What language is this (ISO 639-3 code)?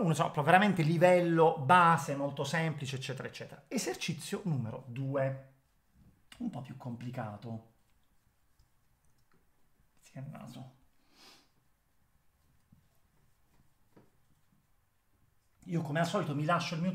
ita